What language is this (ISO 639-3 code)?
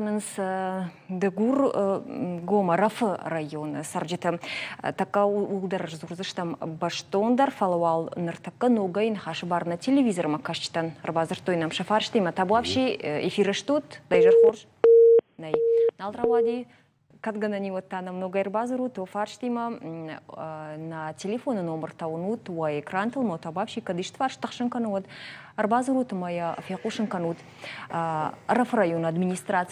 oss